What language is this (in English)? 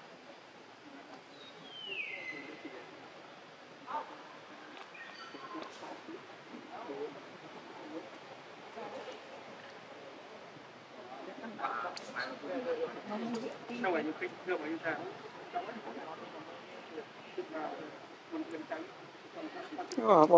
Vietnamese